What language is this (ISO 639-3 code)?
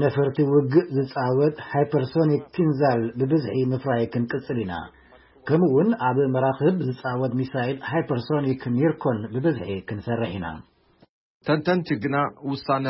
tir